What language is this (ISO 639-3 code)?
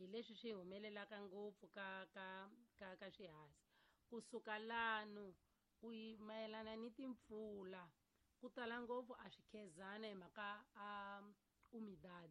tso